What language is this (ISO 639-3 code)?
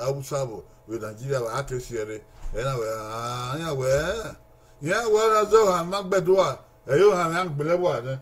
bin